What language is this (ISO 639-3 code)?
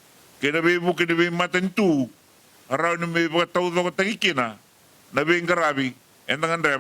fij